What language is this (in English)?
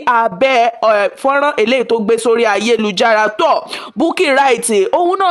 Yoruba